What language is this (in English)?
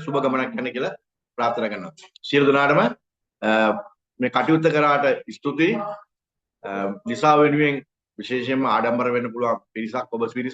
Sinhala